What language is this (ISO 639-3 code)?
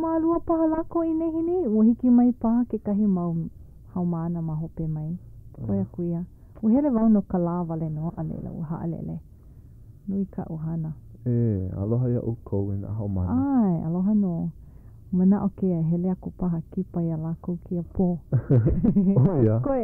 haw